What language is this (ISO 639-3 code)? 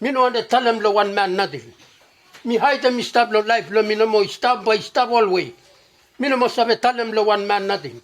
bis